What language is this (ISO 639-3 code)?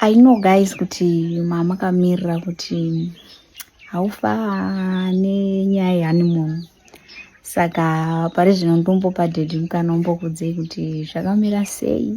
sna